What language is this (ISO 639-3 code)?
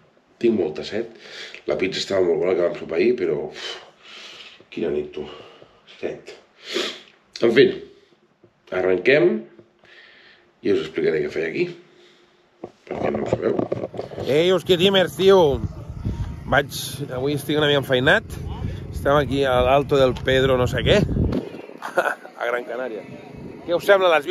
cat